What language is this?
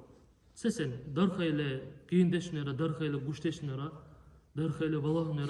Dargwa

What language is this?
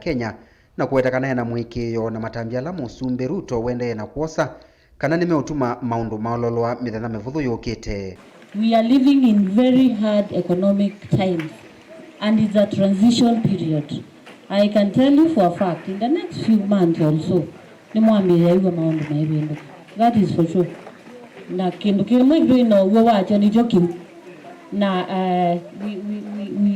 Kamba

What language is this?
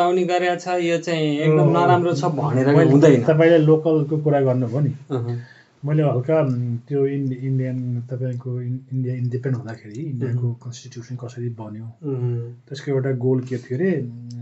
Nepali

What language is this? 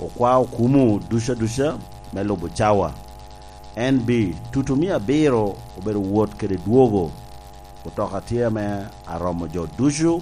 Lango (Uganda)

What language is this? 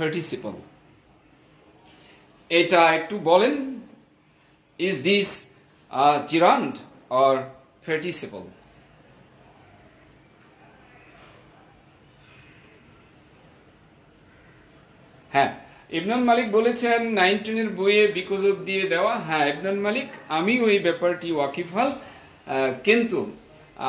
Bangla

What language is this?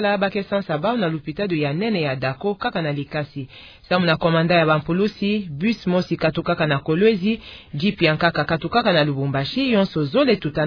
Kituba (Democratic Republic of Congo)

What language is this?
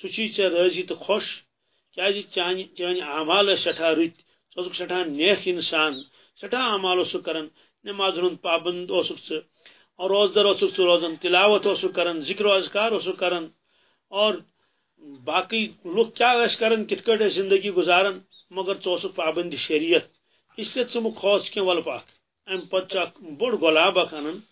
Kashmiri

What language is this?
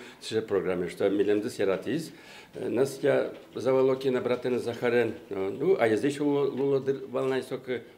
Udmurt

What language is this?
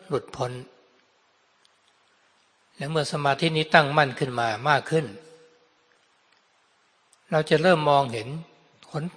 Thai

